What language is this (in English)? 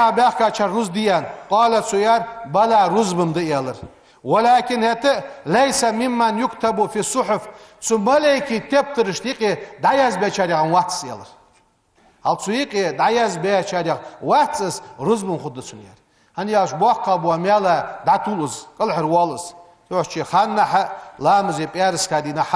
Ingush